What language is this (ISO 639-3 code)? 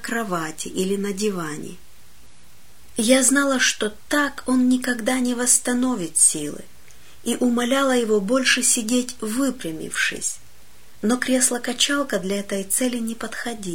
rus